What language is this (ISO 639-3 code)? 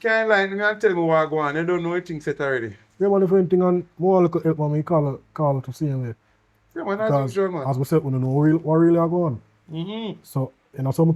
jam